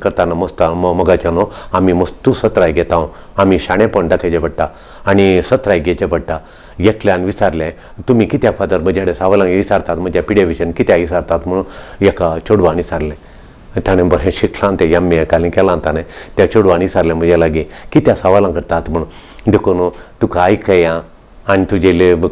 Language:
Konkani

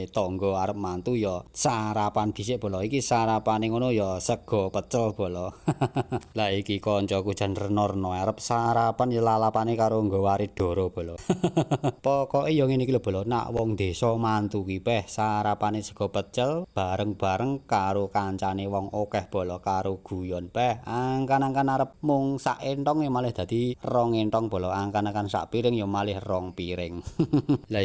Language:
Javanese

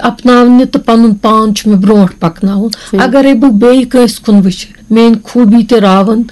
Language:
Kashmiri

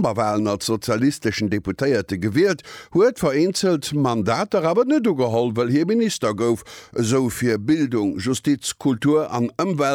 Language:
Luxembourgish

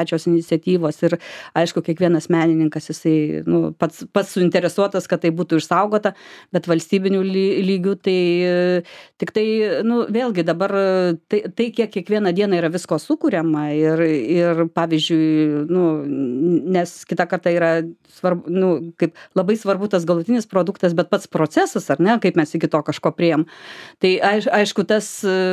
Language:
Lithuanian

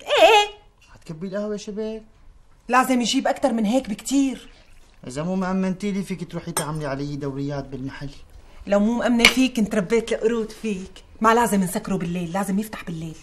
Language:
North Levantine Arabic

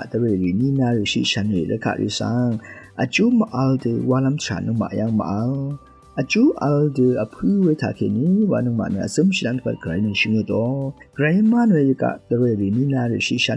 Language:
Rawang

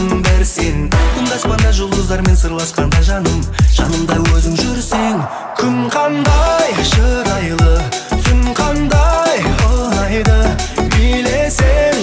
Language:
Kazakh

